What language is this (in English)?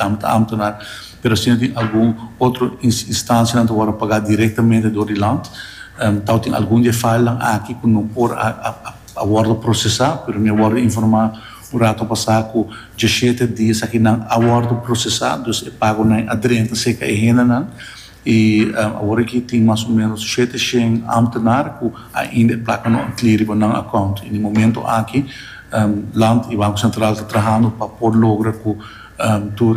Papiamento